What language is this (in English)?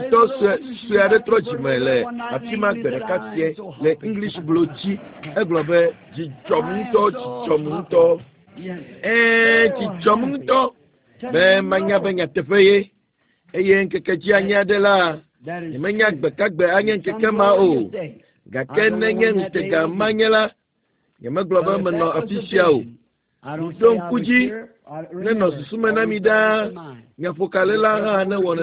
Ewe